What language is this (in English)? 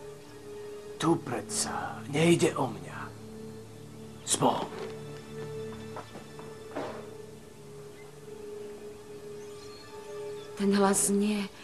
Slovak